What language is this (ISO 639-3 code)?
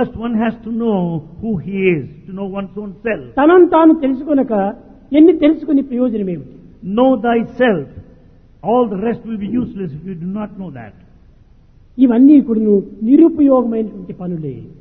tel